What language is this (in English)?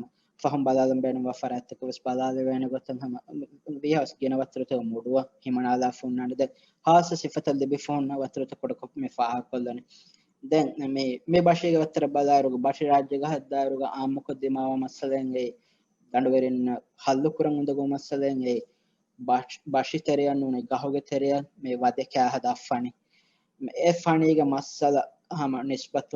Divehi